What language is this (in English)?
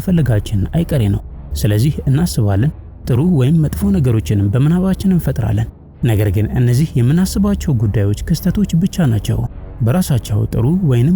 Amharic